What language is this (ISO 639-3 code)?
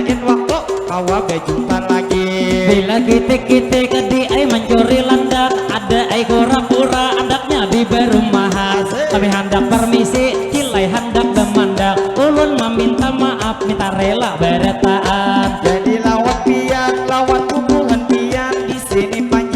bjn